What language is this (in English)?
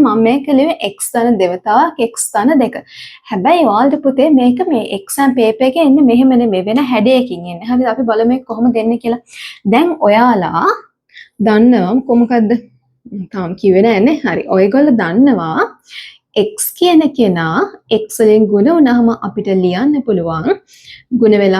Sinhala